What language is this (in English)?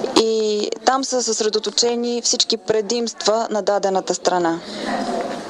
Bulgarian